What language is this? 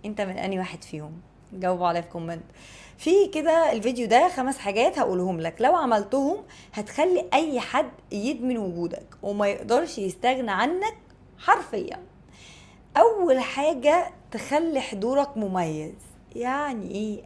Egyptian Arabic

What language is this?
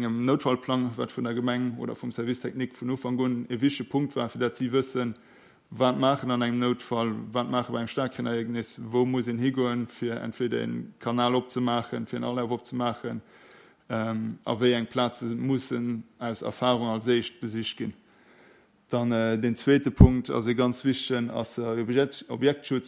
Luxembourgish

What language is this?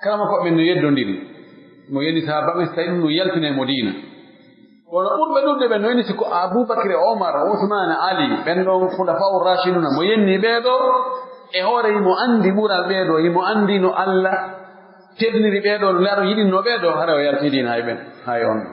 Pular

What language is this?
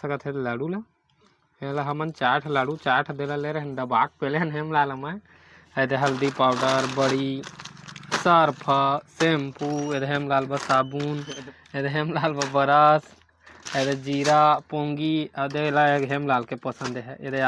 Chhattisgarhi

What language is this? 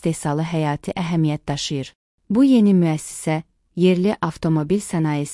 Azerbaijani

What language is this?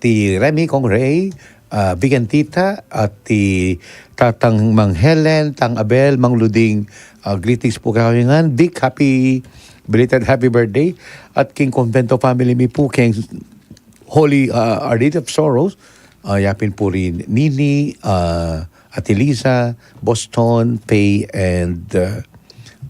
Pampanga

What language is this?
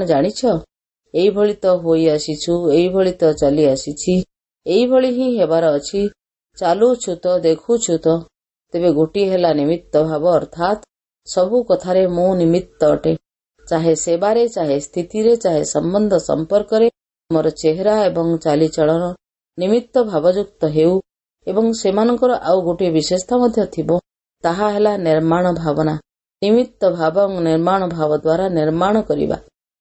Odia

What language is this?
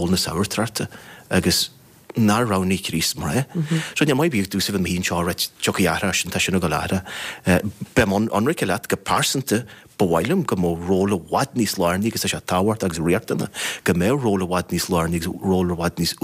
Irish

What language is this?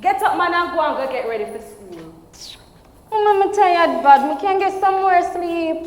Jamaican Creole English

